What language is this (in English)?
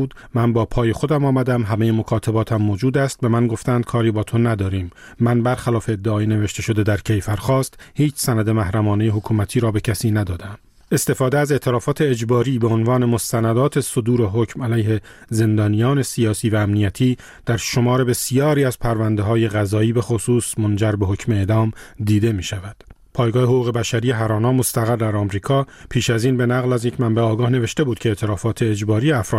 Persian